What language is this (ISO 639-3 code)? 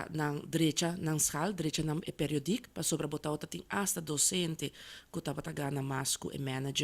pap